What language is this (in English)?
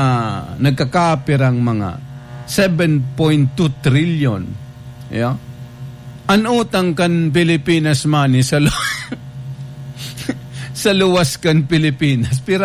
Bikol